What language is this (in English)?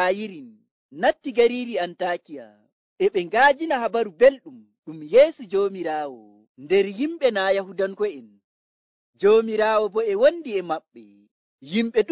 Nigerian Fulfulde